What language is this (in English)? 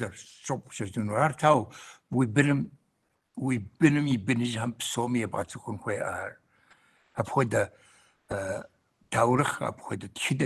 Kabardian